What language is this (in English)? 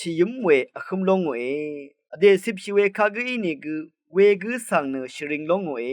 Rawang